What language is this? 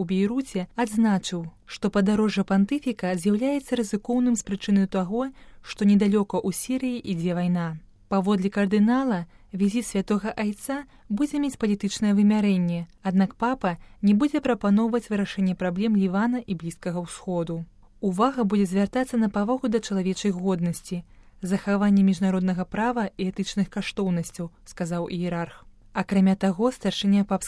Belarusian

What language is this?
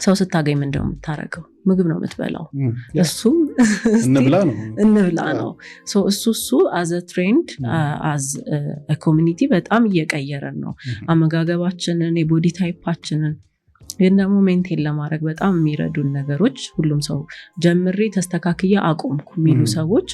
Amharic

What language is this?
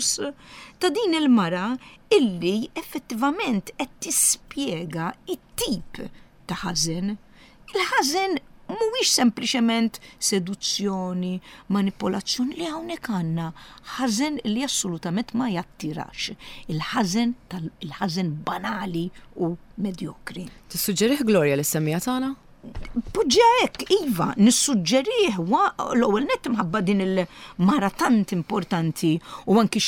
Maltese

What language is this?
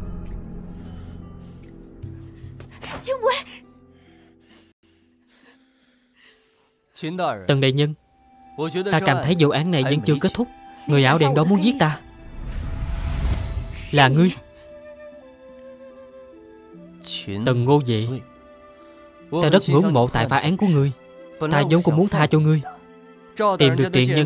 Vietnamese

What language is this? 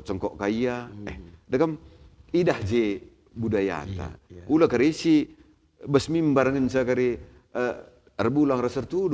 Batak Karo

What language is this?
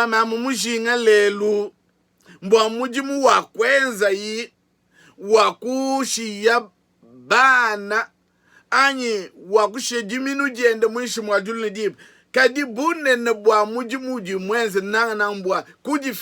Luba-Lulua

